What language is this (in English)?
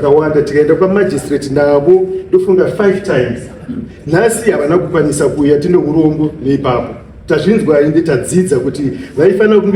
Shona